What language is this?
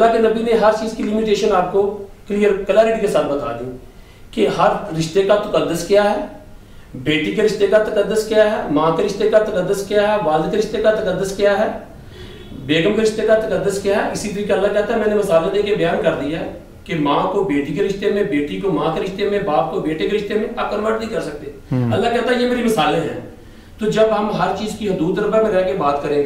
Urdu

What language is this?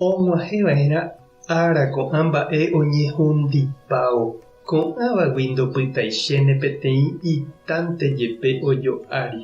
Guarani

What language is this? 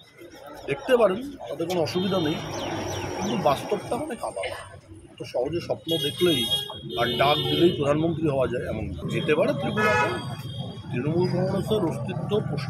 Bangla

